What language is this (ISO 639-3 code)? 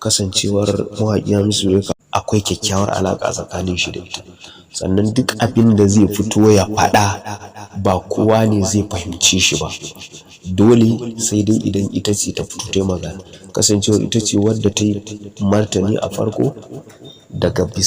hau